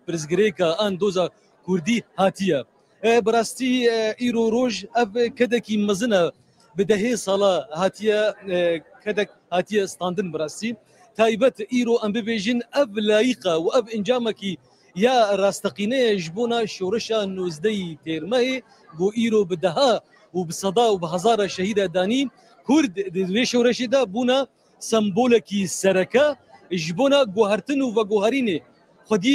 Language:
Kurdish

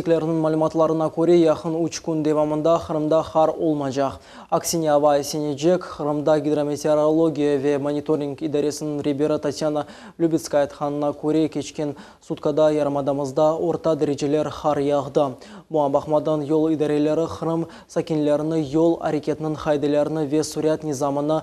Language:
Crimean Tatar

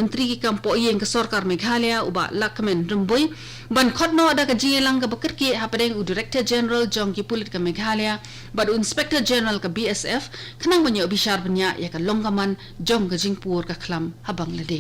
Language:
Khasi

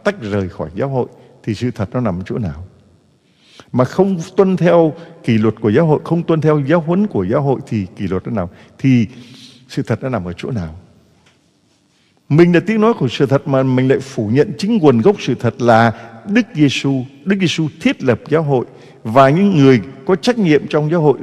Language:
Vietnamese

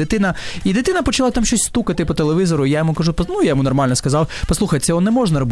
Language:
Ukrainian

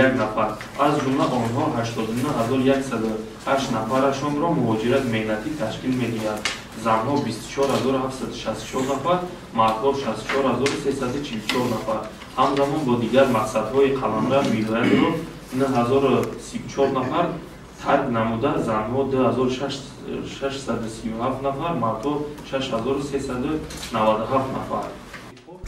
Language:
Tajik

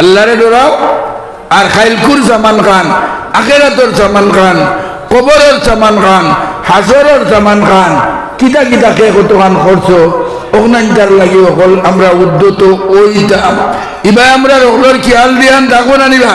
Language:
Sylheti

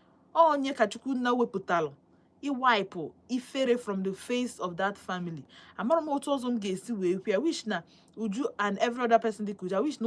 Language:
Igbo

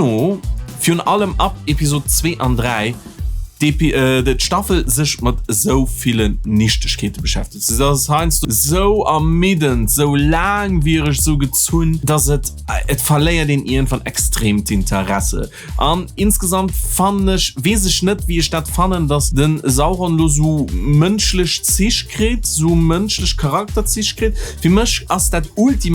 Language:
Luxembourgish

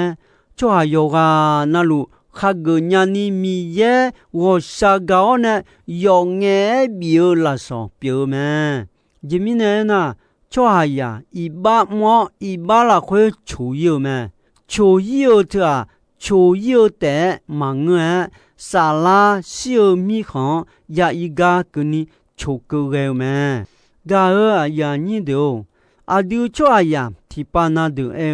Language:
Akha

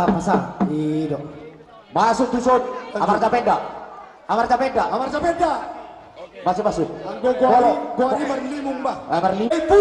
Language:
Batak Toba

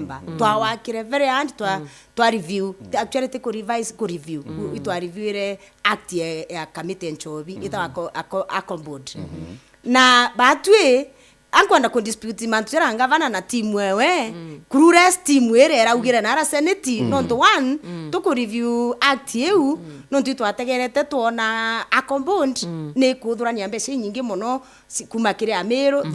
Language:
Meru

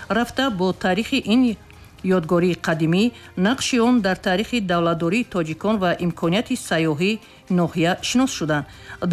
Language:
Tajik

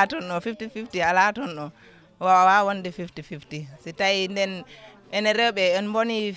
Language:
Fula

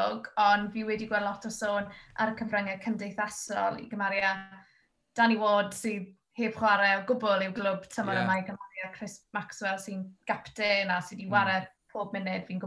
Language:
Welsh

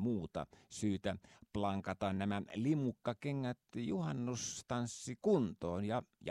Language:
Finnish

